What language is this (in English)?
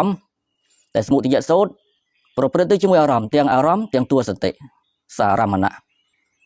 Khmer